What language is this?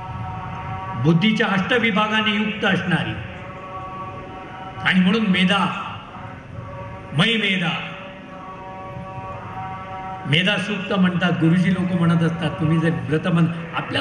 Marathi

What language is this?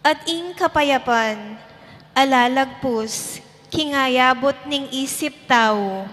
Pampanga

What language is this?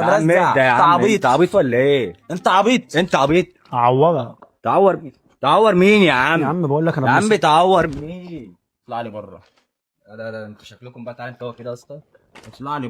Egyptian Arabic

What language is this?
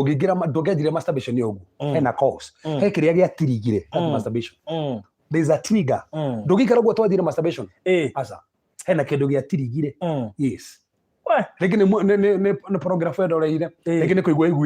Kikuyu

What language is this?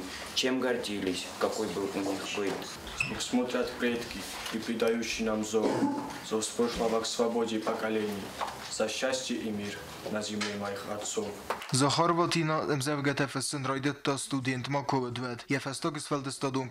Ossetic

